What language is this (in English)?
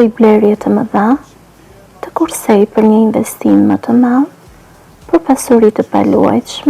Albanian